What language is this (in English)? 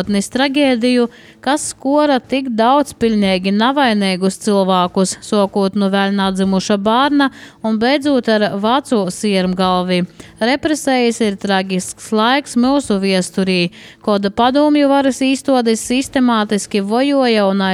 Latvian